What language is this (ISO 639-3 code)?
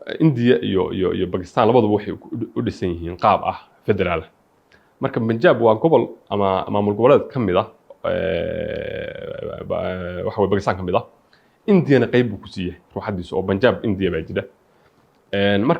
som